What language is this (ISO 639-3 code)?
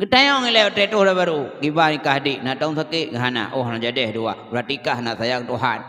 ace